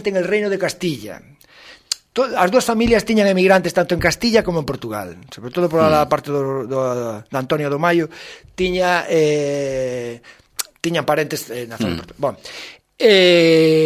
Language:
Galician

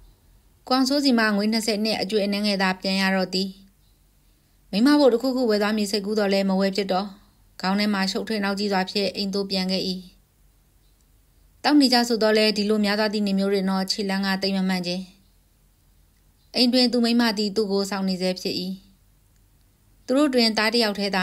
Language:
Burmese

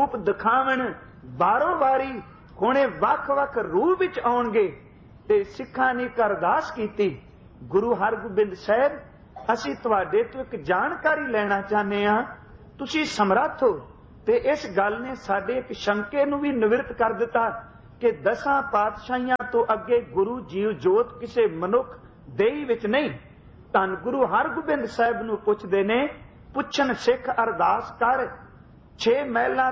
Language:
Punjabi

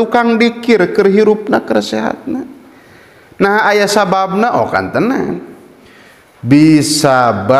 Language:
Sundanese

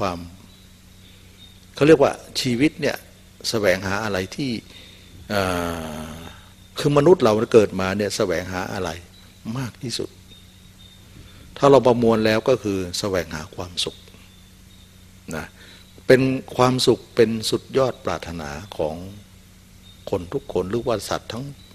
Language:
Thai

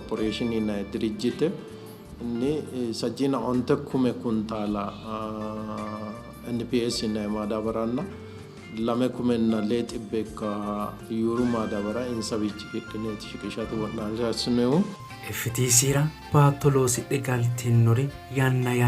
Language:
Sidamo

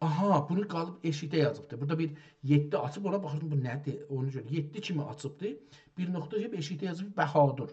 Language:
South Azerbaijani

